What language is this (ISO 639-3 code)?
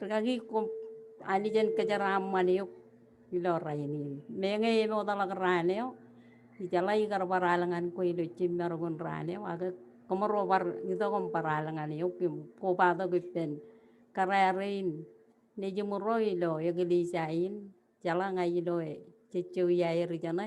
mah